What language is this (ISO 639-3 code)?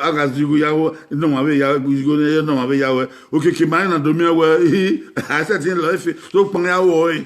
bin